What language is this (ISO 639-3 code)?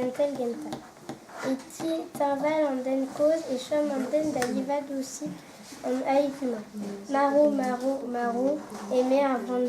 bre